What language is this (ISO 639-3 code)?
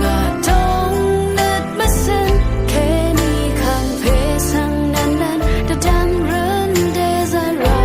raw